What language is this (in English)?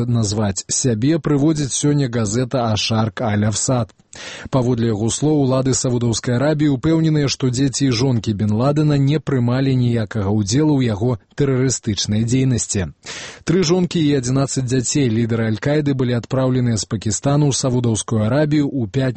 Belarusian